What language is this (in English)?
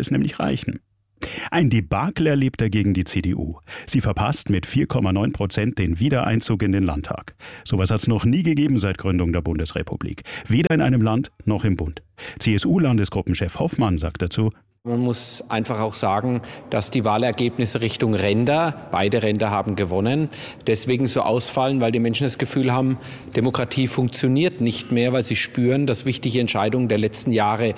German